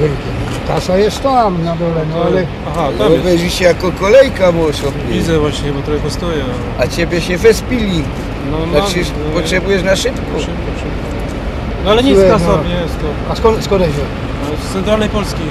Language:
Silesian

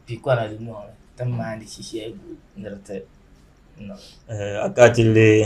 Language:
Dagbani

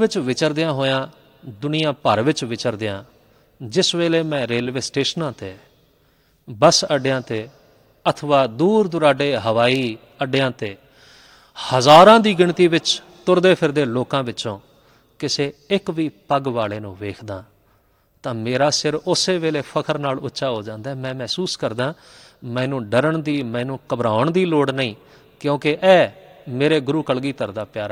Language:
Punjabi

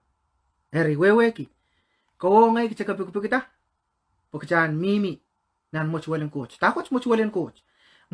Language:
Pohnpeian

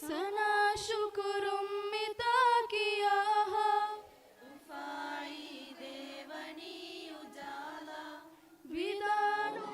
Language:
Divehi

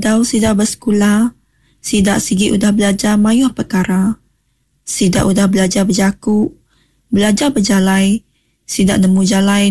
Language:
Iban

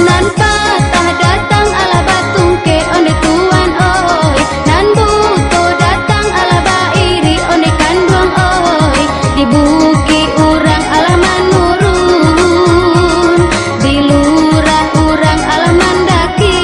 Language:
Minangkabau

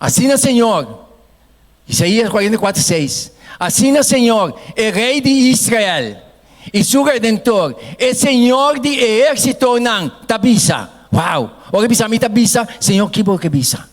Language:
Papiamento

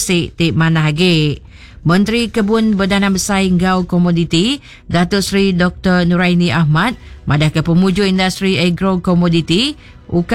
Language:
Iban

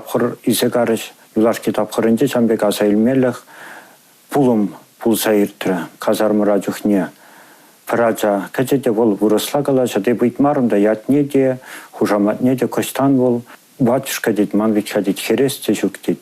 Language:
Chuvash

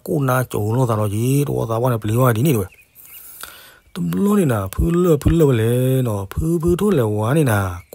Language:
S'gaw Karen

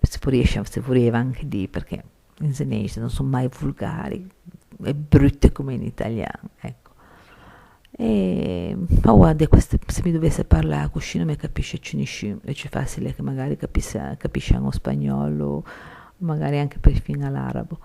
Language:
Ligurian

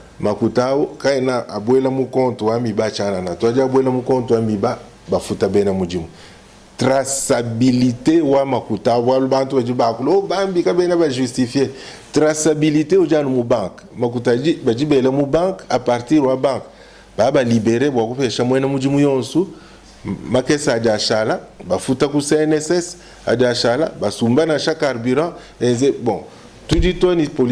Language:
Luba-Lulua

